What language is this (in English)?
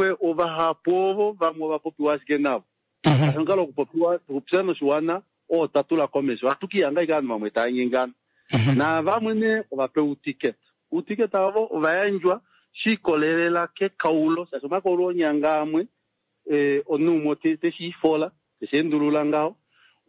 Kuanyama